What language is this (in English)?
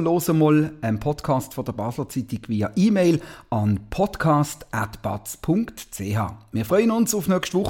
German